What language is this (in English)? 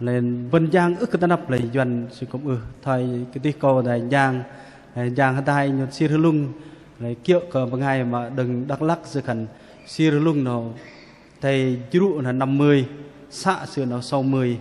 Bahnar